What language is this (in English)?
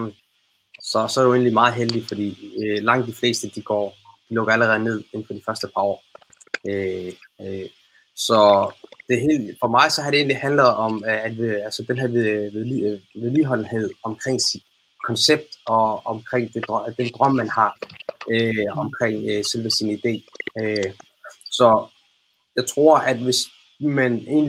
Danish